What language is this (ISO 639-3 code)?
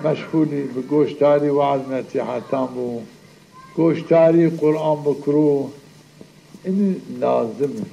zza